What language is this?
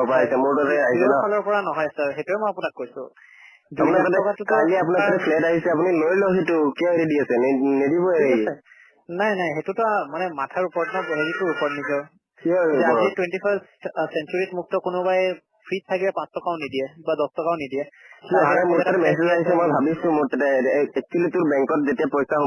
Assamese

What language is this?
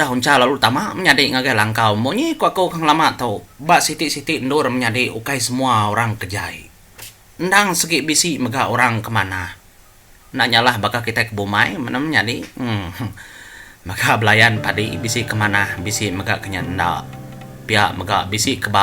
Iban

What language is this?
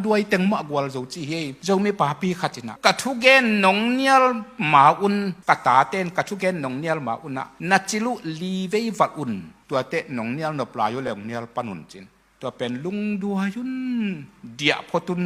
Tedim Chin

